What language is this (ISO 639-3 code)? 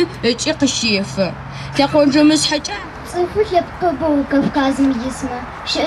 ady